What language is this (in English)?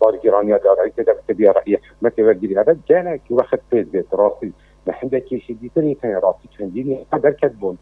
Kurdish